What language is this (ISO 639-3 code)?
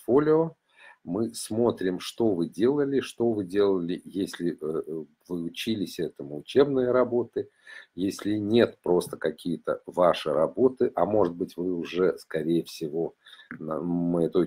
rus